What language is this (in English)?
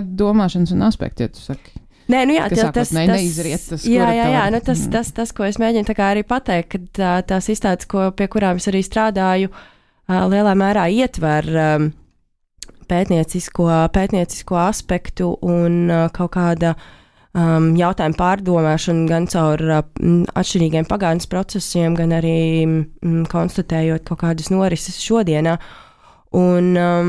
Latvian